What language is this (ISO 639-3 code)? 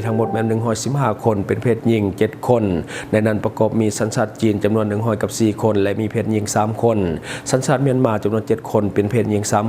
lao